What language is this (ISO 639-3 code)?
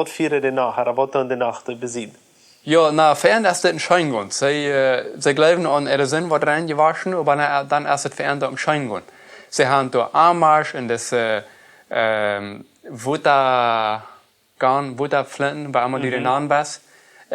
pdt